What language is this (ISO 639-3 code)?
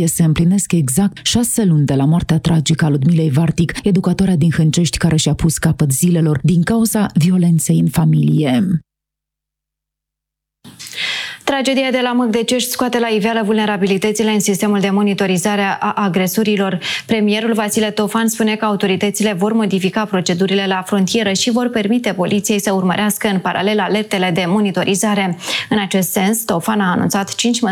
ron